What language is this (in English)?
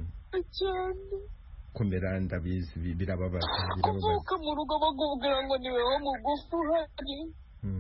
Kinyarwanda